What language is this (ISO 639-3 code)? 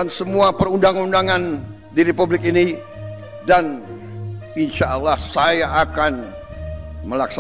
ind